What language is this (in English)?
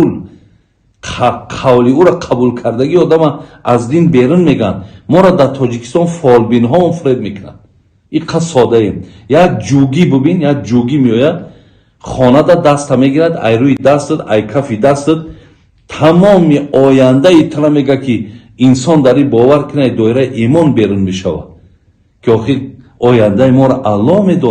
Tajik